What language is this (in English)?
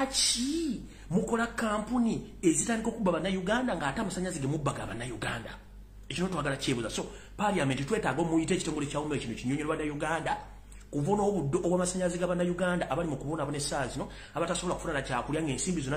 Ganda